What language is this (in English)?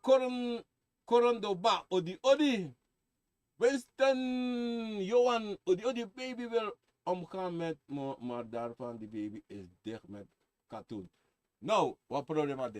Sranan Tongo